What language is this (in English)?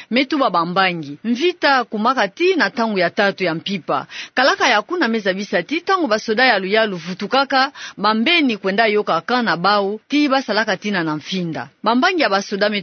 Kituba (Democratic Republic of Congo)